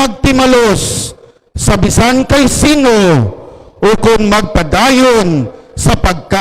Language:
Hiligaynon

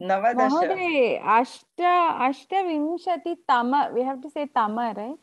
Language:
Sanskrit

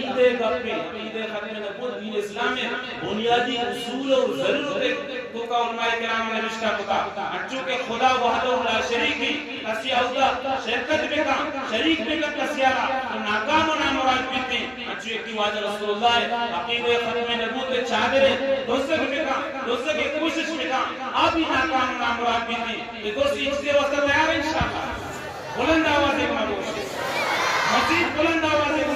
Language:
Eastern Balochi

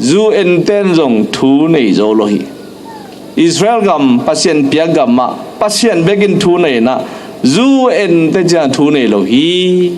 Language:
Tedim Chin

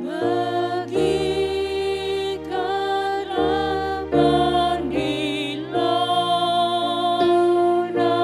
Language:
Batak Karo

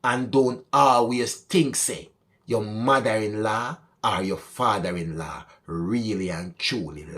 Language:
Jamaican Creole English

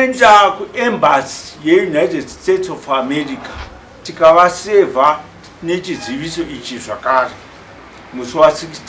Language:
Shona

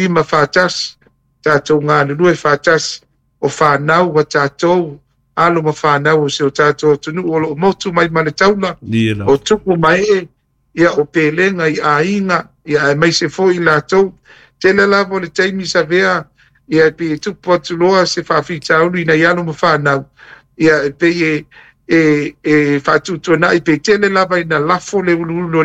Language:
Samoan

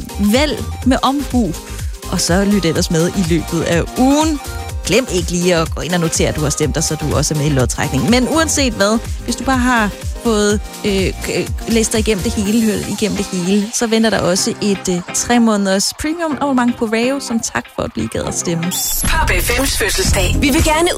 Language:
Danish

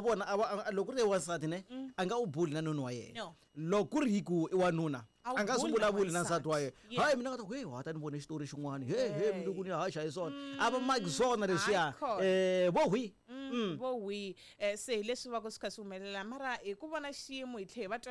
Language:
Tsonga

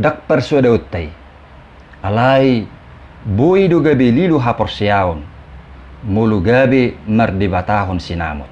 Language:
Batak Toba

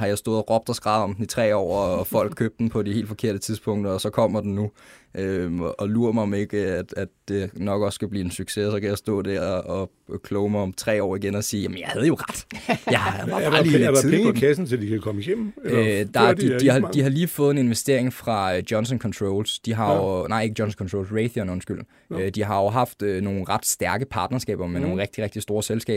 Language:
Danish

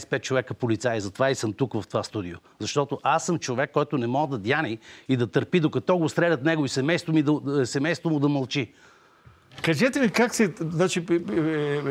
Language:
Bulgarian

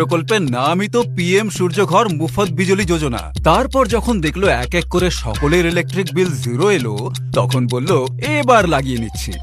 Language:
Bangla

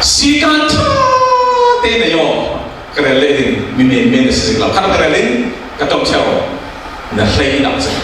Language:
Falam Chin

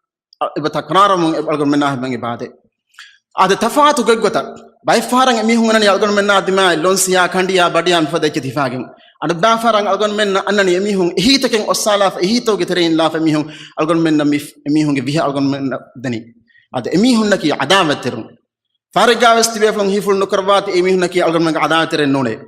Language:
Divehi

